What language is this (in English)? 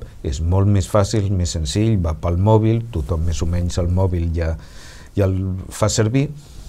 Catalan